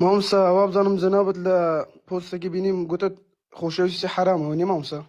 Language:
Central Kurdish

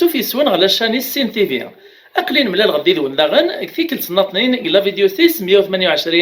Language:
Kabyle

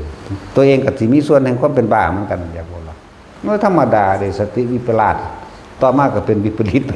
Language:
Northeastern Thai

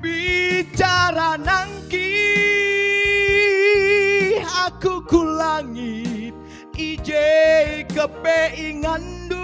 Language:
Batak Karo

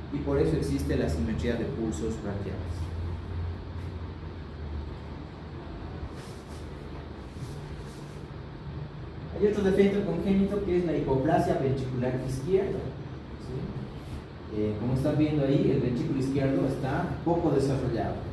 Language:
Spanish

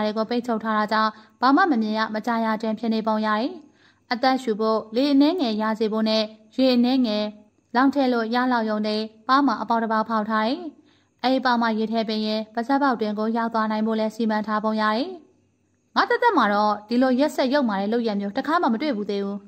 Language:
Burmese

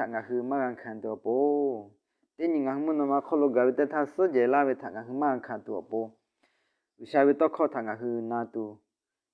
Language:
Lahu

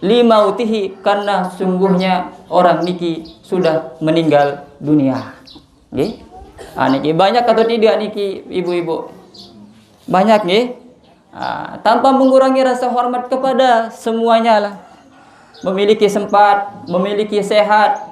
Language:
Sasak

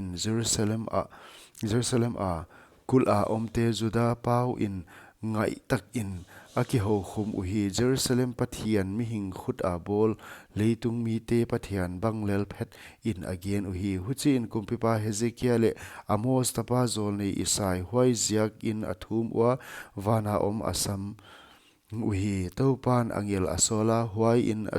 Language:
Paite Chin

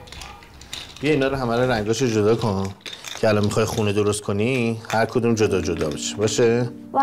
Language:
Persian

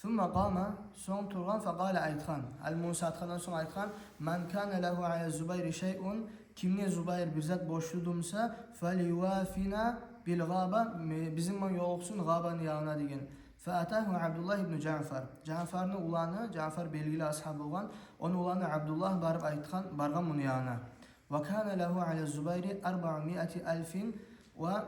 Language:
Kumyk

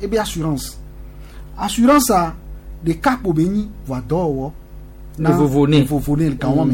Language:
Gen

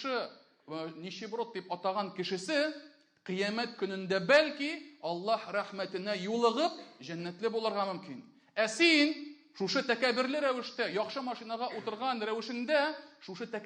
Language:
Tatar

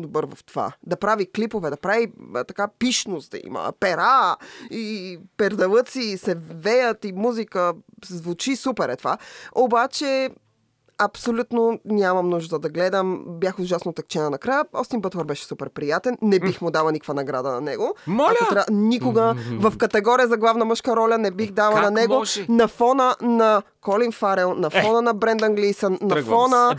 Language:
Bulgarian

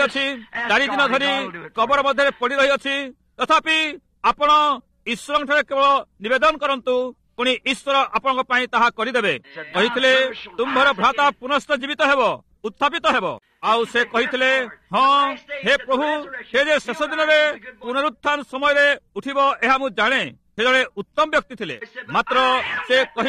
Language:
Odia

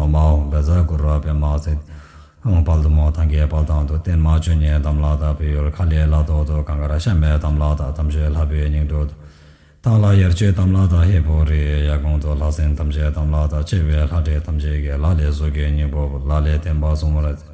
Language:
Tibetan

